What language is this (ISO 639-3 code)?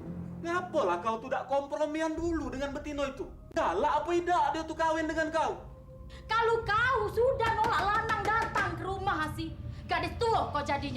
mui